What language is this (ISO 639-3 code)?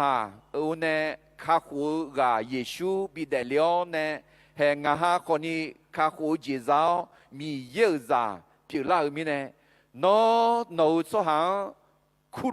ahk